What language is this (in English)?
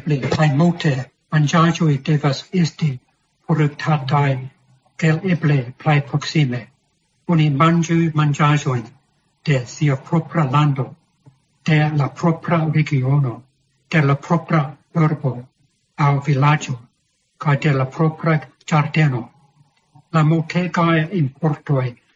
Esperanto